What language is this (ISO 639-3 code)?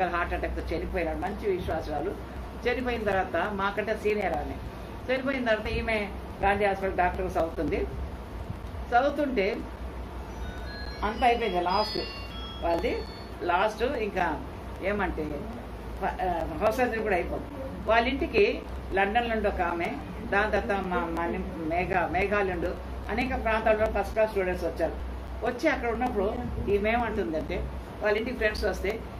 tel